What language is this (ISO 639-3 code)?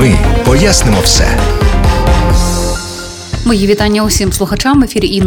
ukr